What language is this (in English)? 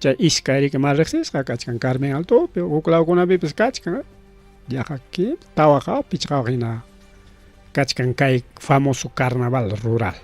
Ayacucho Quechua